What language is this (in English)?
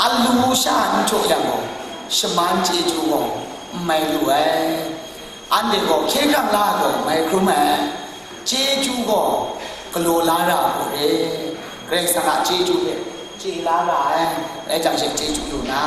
Kachin